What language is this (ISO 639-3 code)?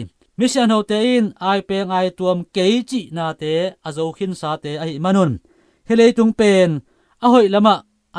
ctd